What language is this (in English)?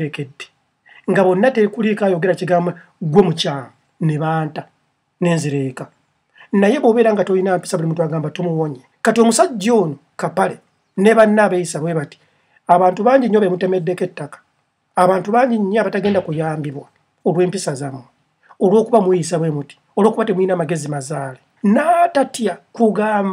Ganda